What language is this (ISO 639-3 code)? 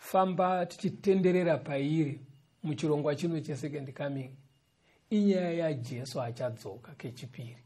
sna